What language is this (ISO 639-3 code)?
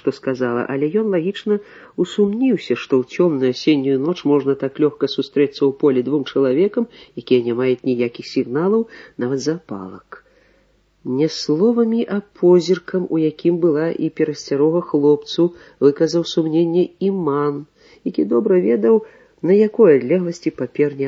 bel